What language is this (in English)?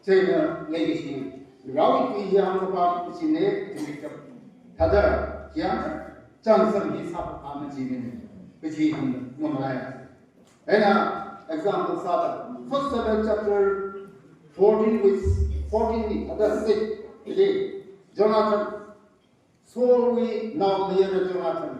Tangkhul Naga (India)